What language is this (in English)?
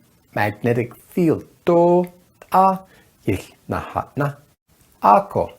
Navajo